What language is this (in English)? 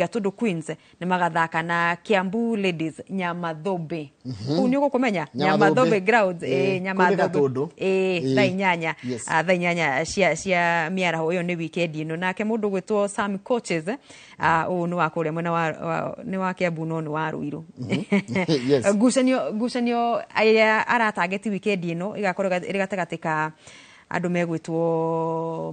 Kikuyu